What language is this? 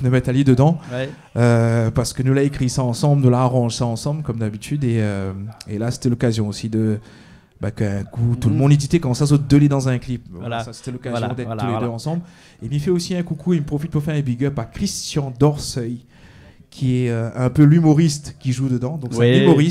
Réunion Creole French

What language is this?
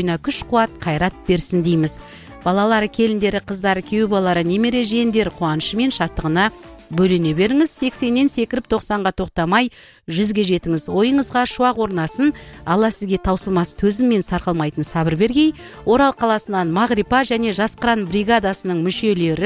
Kazakh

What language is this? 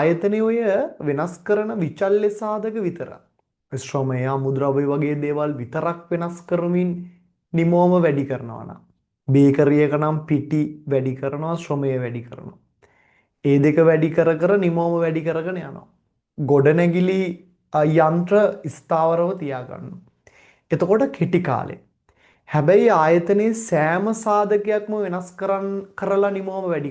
Sinhala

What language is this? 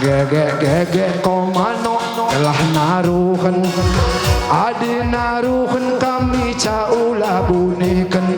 Batak Karo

